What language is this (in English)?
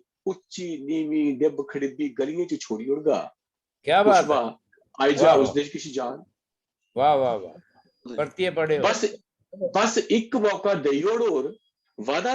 Dogri